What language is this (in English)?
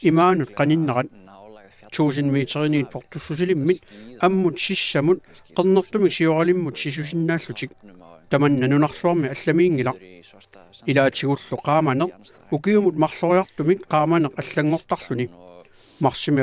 Kalaallisut